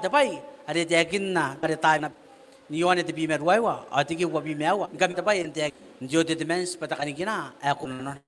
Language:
Gilbertese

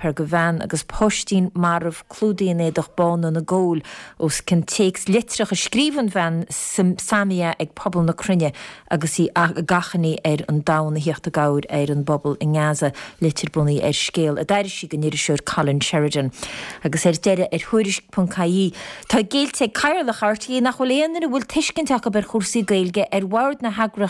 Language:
Irish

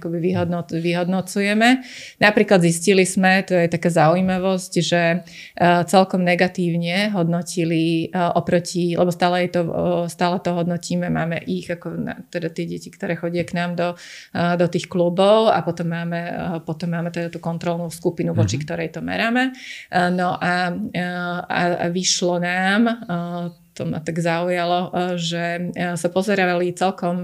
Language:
Slovak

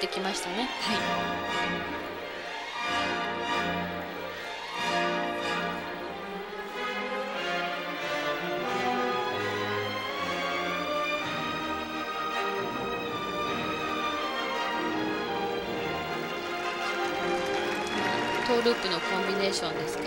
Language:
Japanese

